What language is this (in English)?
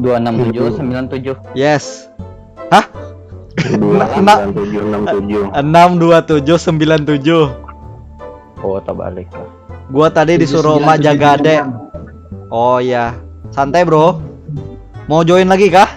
Banjar